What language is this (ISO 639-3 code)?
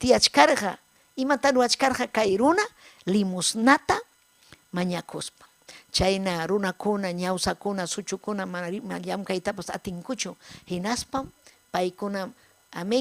quy